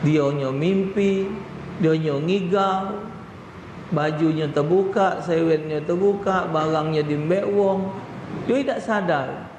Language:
Musi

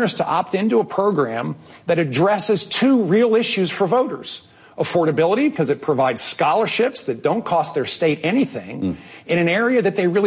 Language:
English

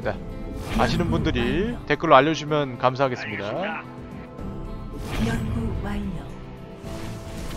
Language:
Korean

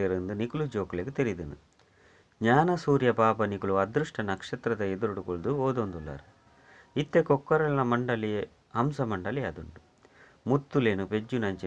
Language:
Tulu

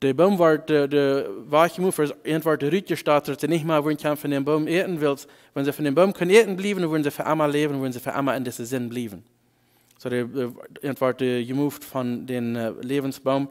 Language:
Plautdietsch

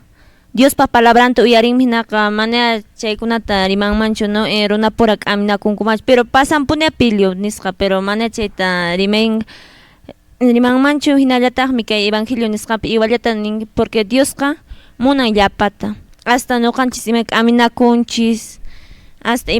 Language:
Quechua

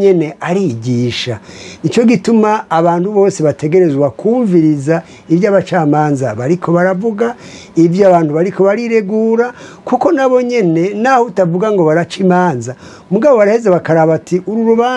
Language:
Rundi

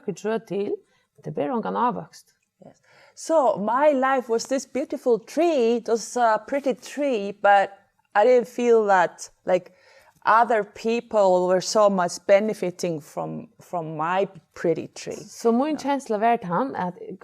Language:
Faroese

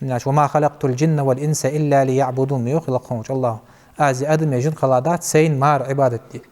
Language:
Ingush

